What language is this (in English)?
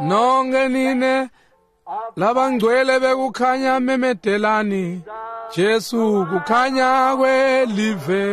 Swati